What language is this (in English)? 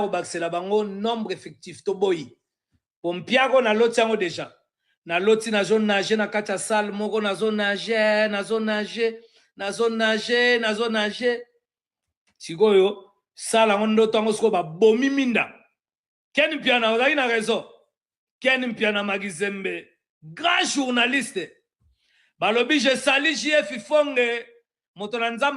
Lingala